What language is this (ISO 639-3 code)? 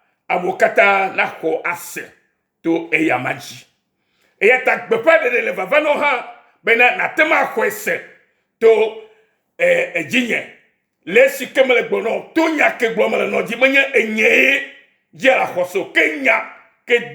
ewe